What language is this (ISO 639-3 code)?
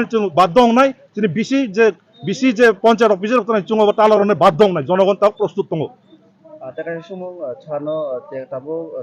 trp